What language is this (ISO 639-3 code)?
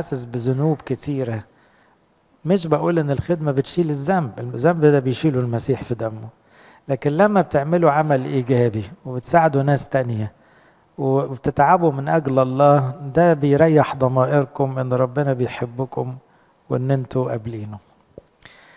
arz